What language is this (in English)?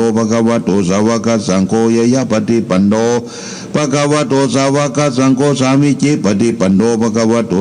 Pali